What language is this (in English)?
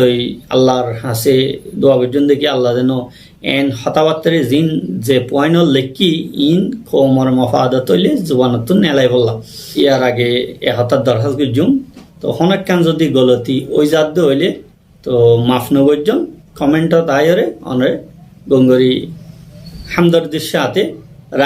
Rohingya